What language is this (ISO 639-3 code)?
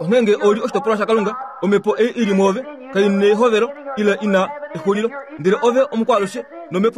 kua